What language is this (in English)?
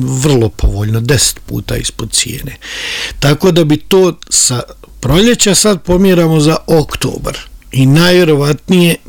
Serbian